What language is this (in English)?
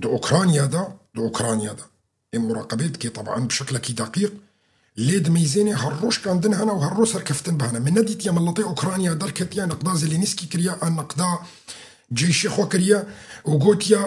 Kurdish